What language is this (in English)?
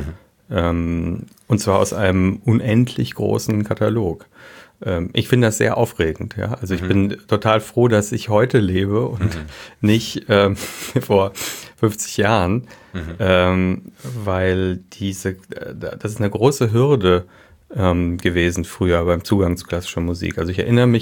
German